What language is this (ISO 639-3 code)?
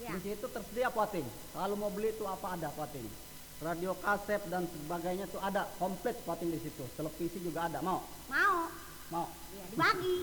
bew